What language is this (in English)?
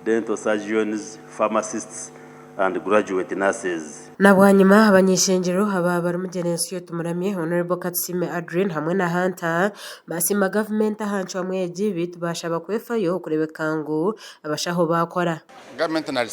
Nyankole